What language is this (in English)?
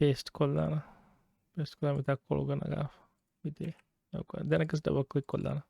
Divehi